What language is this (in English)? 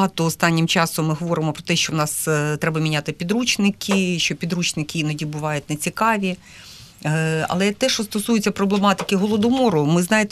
Ukrainian